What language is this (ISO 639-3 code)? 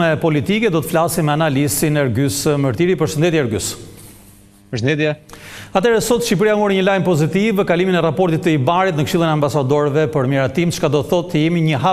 sqi